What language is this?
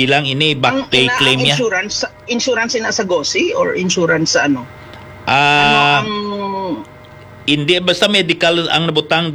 Hiligaynon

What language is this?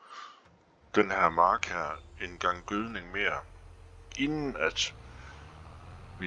Danish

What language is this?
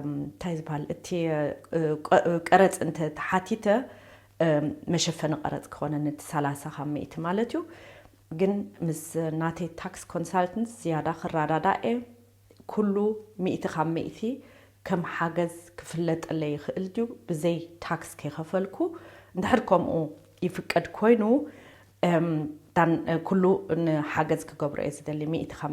Tigrinya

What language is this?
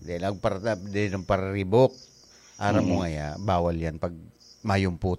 Bikol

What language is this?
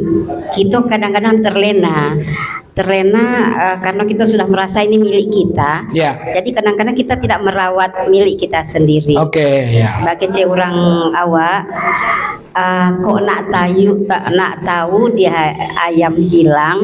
Minangkabau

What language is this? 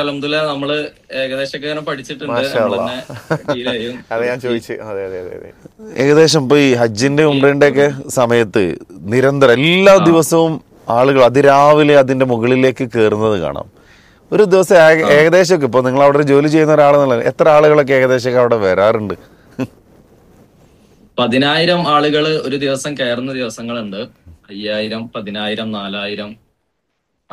Malayalam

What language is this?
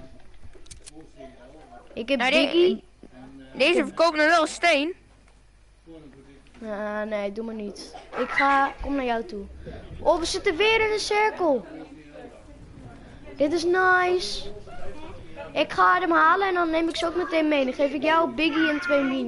Dutch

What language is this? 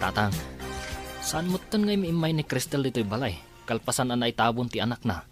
Iloko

